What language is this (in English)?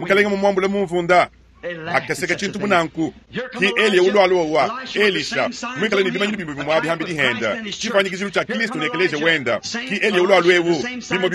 Luba-Lulua